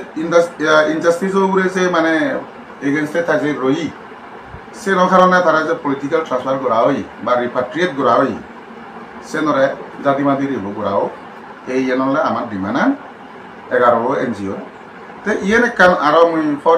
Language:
Chakma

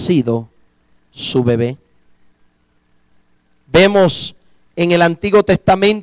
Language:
Spanish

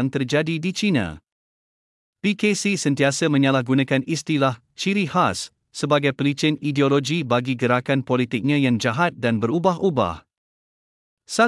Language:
Malay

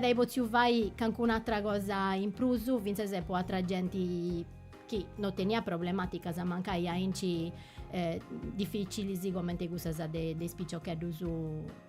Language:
Sardinian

